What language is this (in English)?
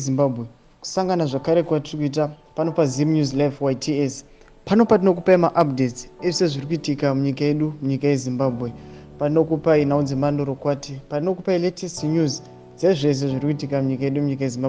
Shona